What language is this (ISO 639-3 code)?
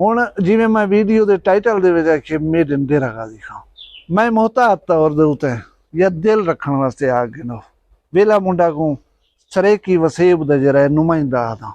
skr